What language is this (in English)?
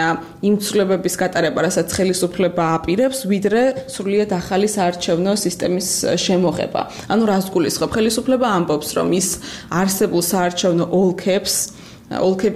Georgian